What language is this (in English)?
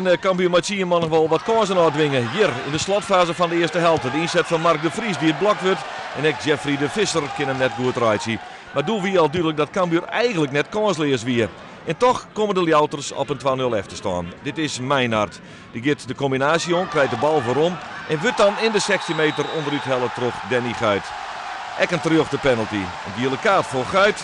Western Frisian